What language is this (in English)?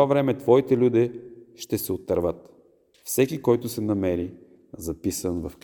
Bulgarian